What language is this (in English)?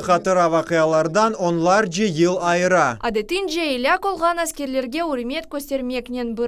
Crimean Tatar